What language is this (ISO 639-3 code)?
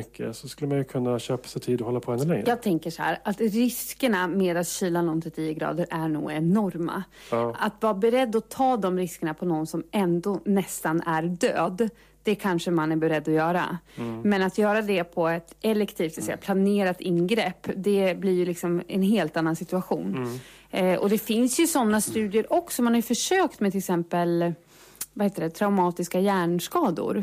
swe